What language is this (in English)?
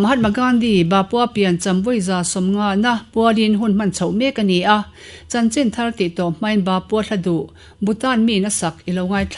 Mizo